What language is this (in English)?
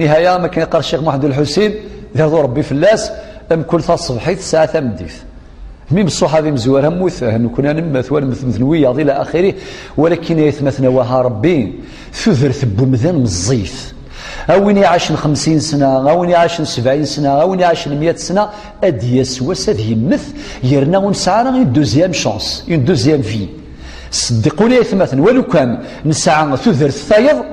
Kabyle